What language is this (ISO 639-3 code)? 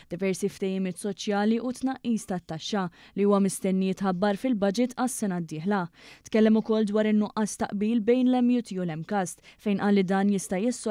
mlt